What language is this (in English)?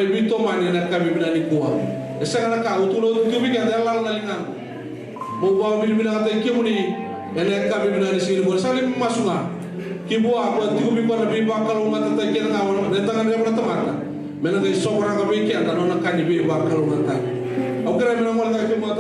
Fijian